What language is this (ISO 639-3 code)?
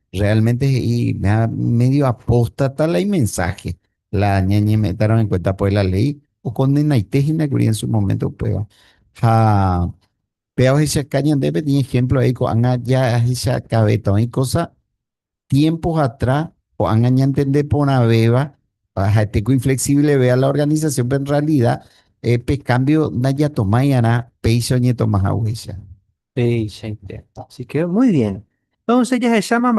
grn